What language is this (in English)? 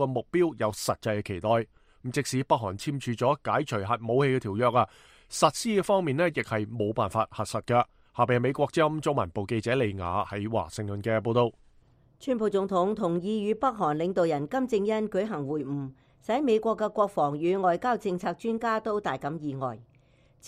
Cantonese